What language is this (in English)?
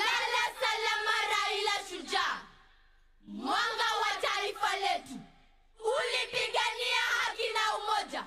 Swahili